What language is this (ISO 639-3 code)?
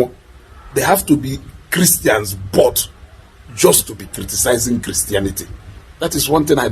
ibo